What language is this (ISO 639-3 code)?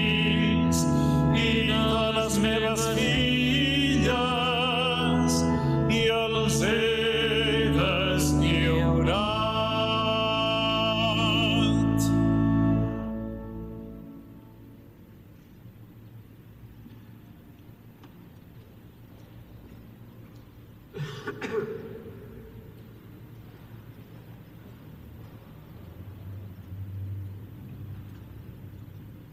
cat